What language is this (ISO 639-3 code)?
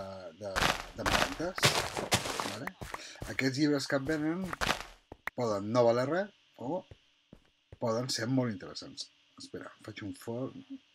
cat